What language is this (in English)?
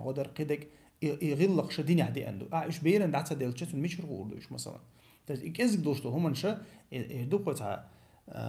Chechen